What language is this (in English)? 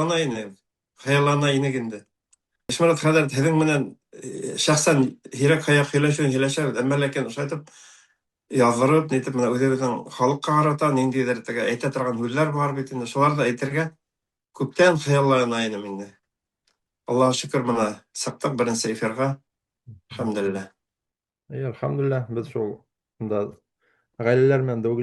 Bashkir